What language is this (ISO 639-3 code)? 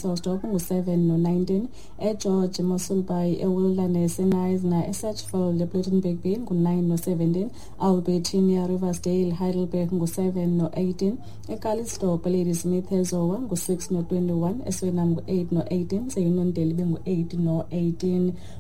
xho